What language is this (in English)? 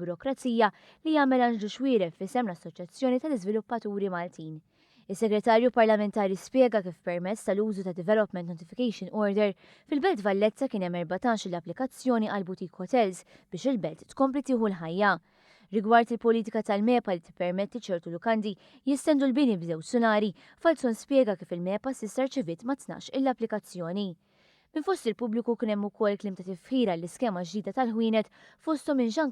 Maltese